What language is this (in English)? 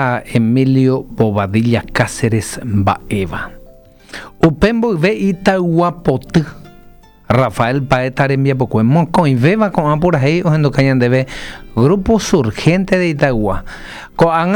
Guarani